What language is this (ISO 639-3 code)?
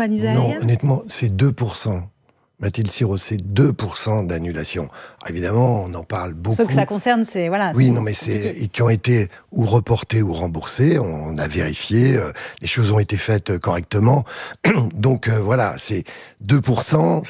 fra